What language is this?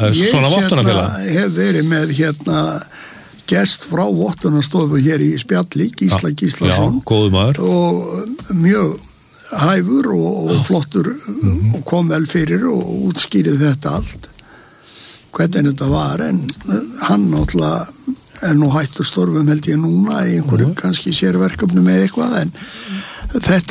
Icelandic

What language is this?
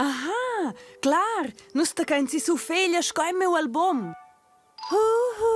Romansh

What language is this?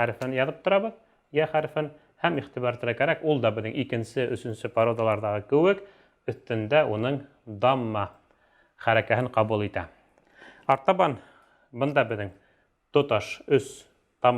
Bashkir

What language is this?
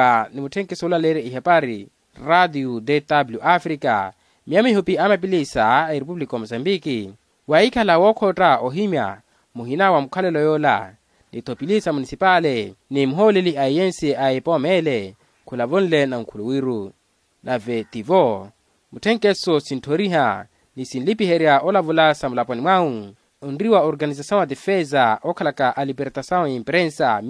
Makhuwa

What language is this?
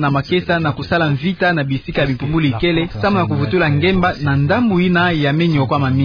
Kituba (Democratic Republic of Congo)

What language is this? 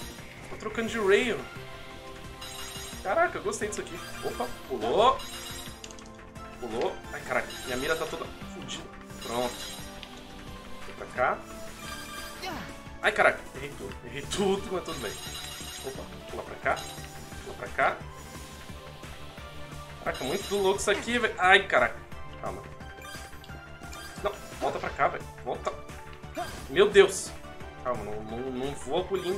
Portuguese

